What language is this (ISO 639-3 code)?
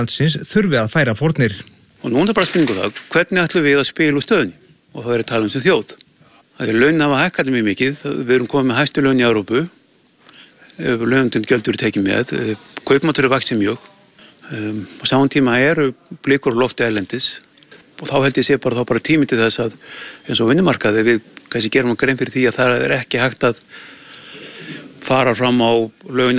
isl